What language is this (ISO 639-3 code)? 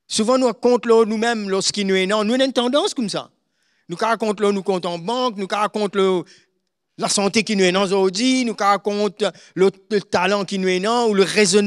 mfe